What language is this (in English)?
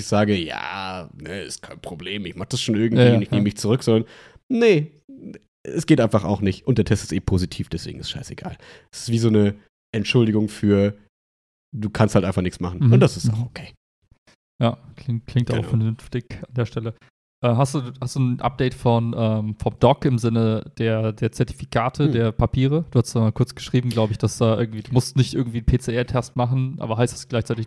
German